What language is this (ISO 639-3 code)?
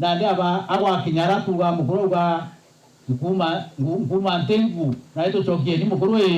mer